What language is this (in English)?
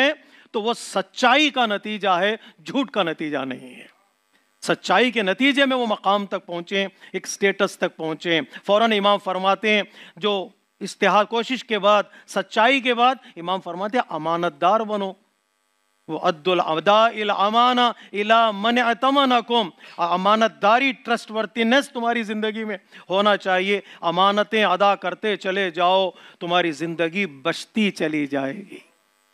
Urdu